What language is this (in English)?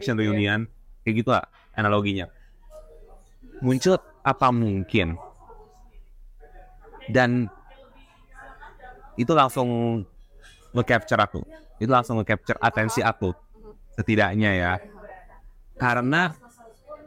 Indonesian